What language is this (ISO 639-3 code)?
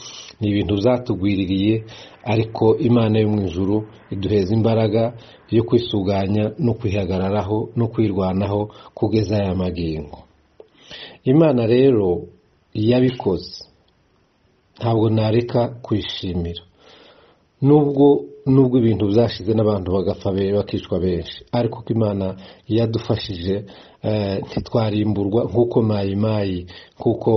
kin